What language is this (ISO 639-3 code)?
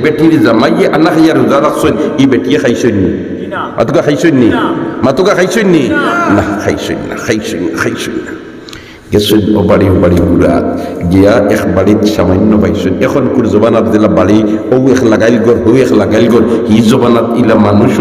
syl